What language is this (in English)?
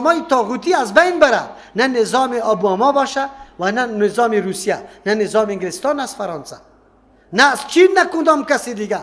Persian